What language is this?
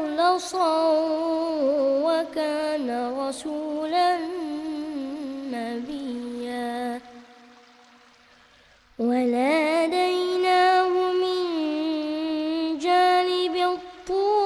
Arabic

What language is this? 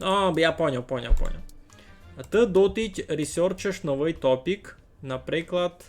Rusyn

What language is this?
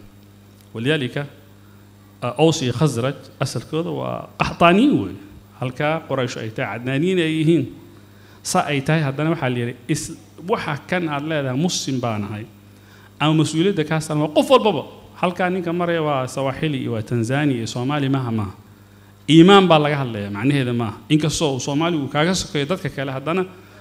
Somali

